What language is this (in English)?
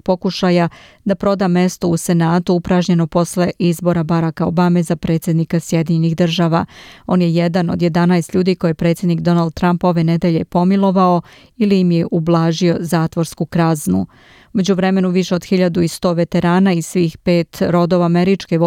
Serbian